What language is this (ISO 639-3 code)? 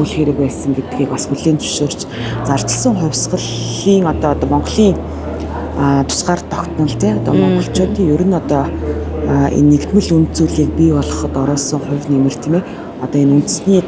mon